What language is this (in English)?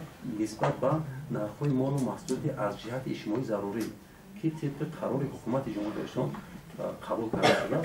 Tajik